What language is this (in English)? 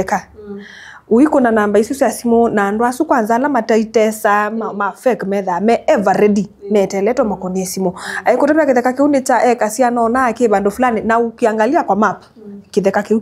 Kamba